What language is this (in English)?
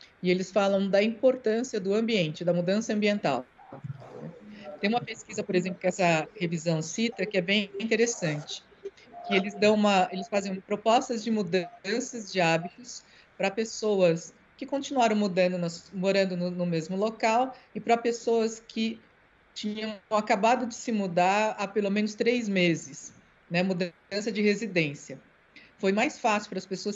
Portuguese